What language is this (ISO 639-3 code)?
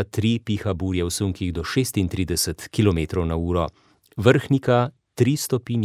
slv